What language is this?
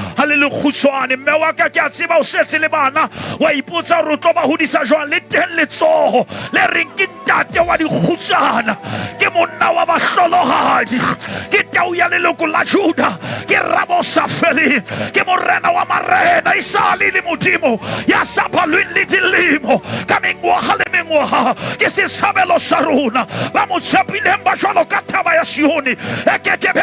Southern Sotho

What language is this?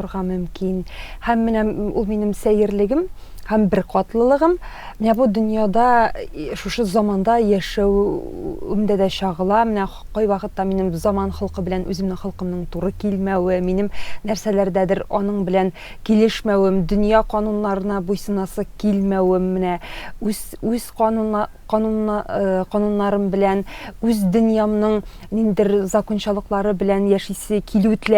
Tatar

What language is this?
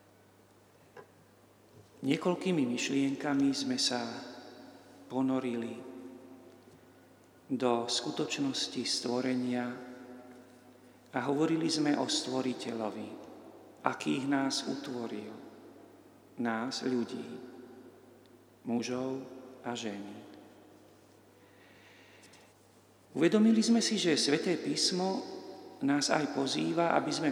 Slovak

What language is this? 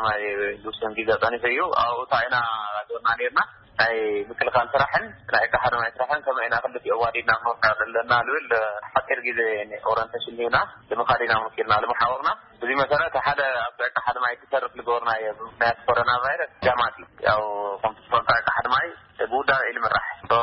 Tigrinya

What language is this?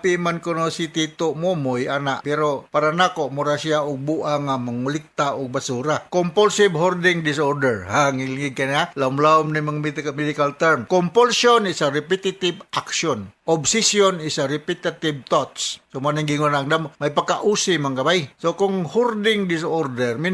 Cebuano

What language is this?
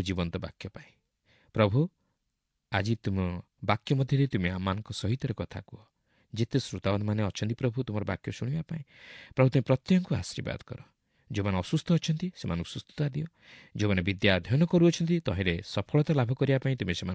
Odia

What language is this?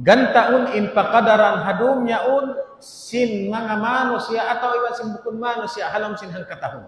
Tausug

